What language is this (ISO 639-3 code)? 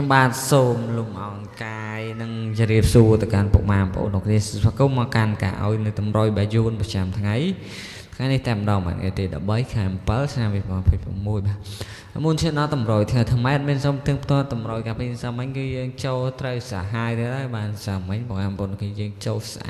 khm